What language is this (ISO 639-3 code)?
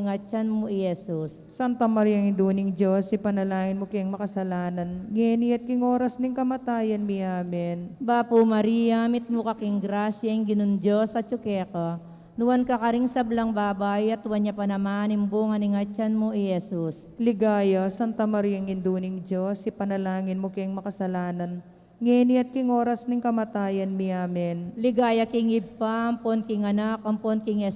pam